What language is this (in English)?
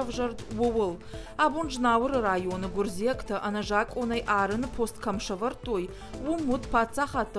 Ossetic